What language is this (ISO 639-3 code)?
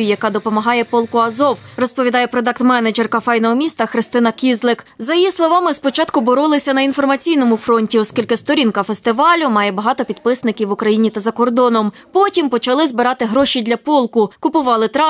ukr